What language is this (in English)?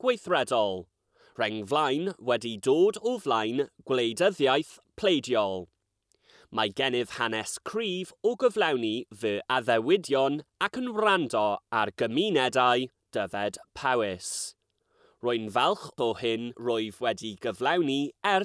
Welsh